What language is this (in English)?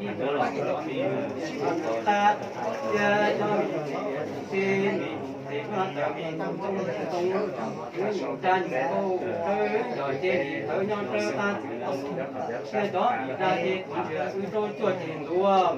Hmong